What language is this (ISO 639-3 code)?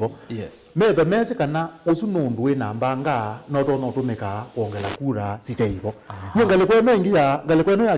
kam